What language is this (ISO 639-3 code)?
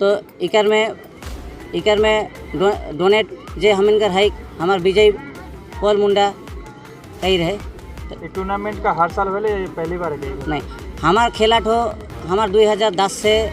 sck